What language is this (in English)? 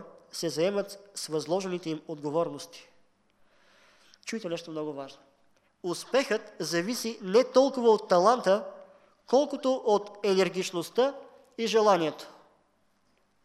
Bulgarian